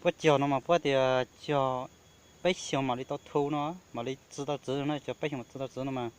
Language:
Hmong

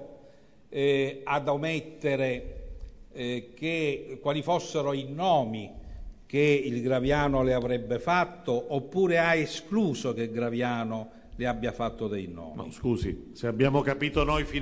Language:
Italian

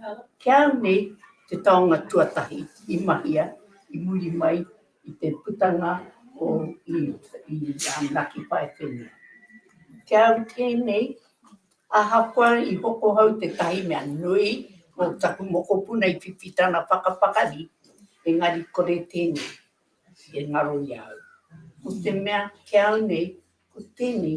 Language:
Māori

